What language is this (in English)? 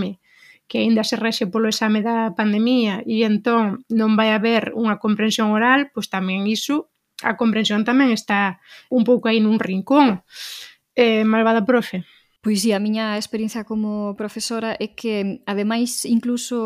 Galician